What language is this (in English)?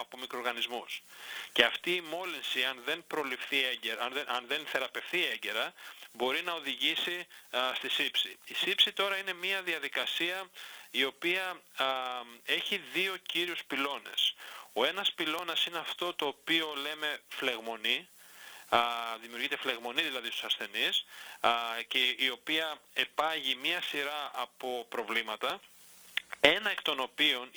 Greek